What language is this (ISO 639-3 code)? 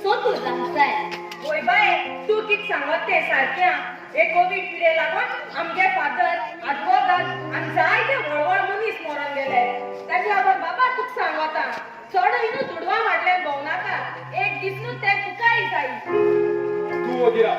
kok